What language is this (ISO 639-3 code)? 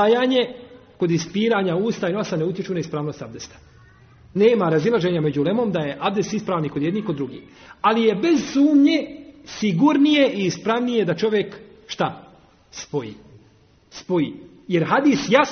bos